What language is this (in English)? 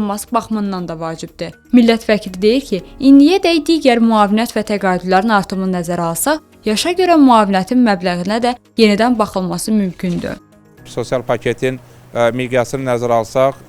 Azerbaijani